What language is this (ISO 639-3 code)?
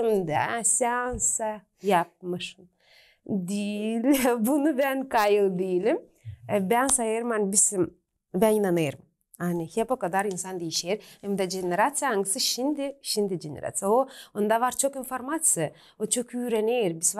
gag